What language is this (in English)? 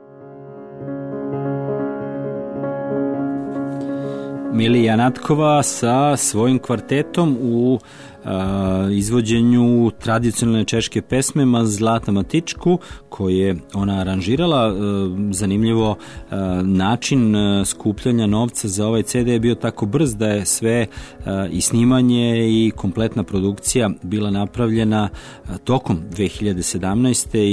Serbian